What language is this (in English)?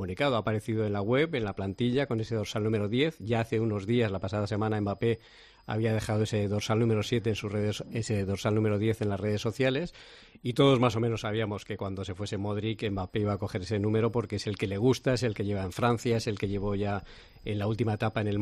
Spanish